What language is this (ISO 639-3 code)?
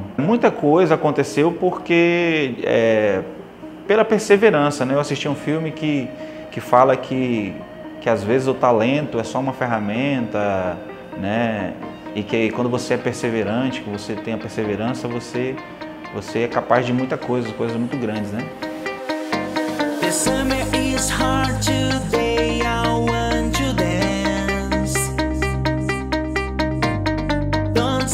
por